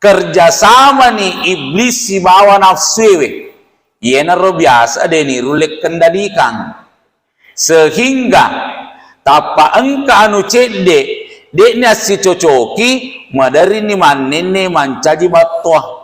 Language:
Buginese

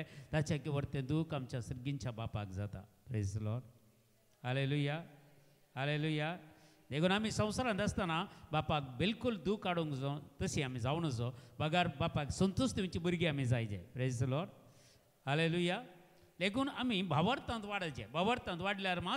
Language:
Konkani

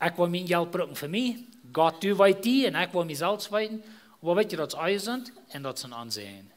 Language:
Plautdietsch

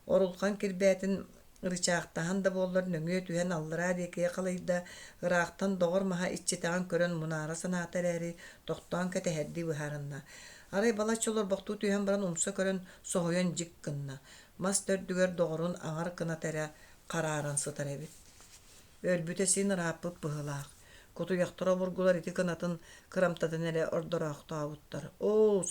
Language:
Yakut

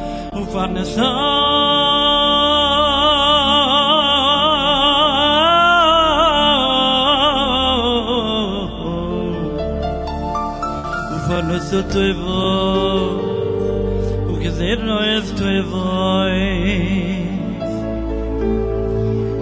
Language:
Hebrew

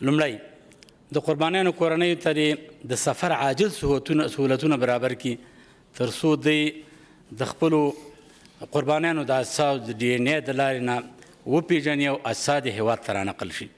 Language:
Pashto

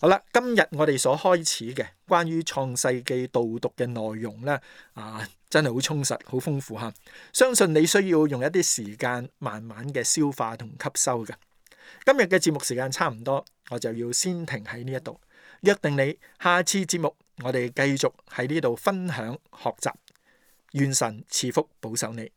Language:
Cantonese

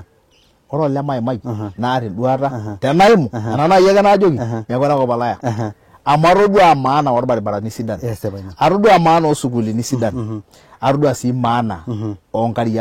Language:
Masai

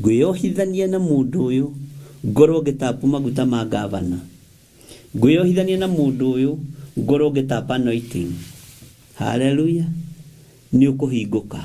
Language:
Kikuyu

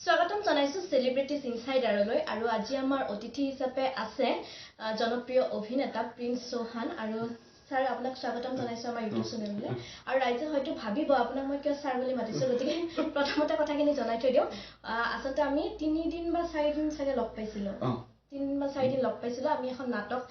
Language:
Assamese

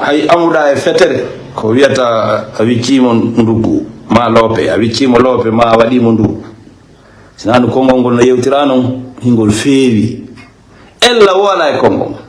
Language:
Fula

